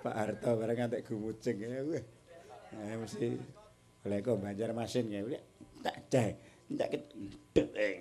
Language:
Javanese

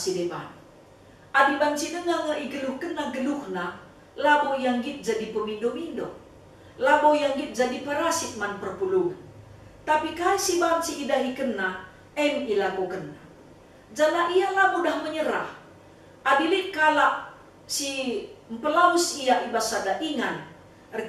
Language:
Batak Karo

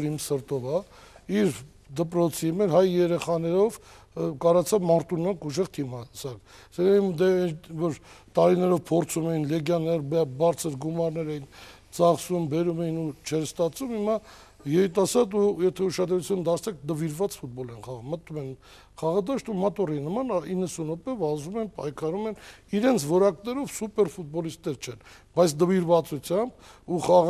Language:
Armenian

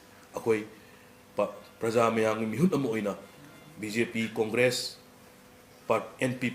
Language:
Manipuri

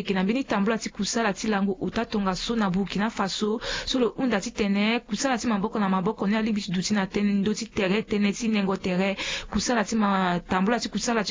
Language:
Sango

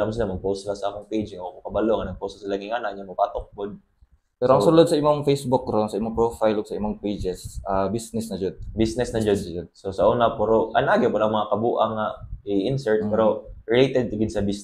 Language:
Cebuano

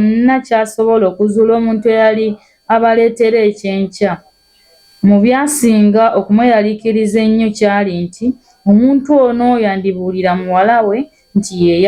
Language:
Ganda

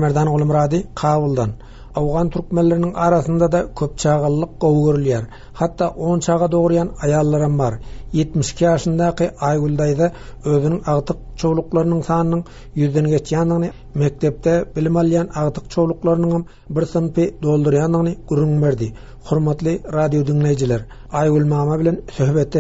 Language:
Turkmen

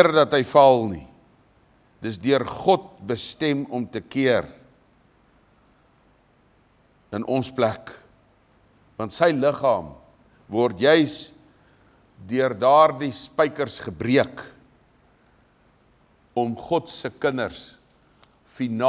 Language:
Afrikaans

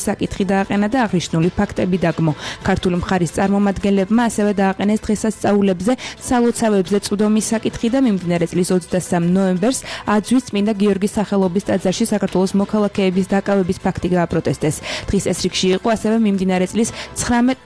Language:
Georgian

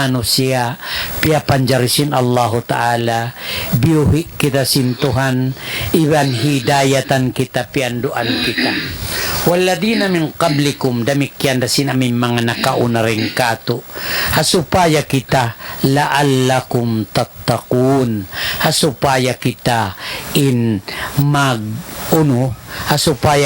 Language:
Tausug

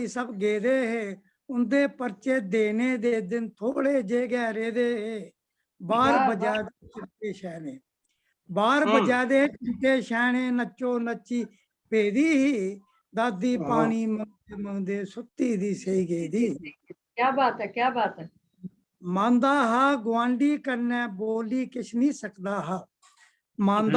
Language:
Dogri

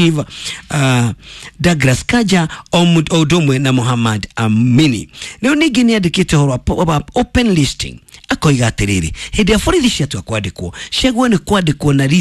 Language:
Kikuyu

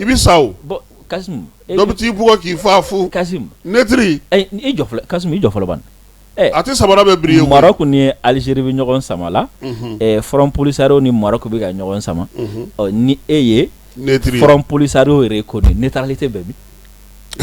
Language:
Bambara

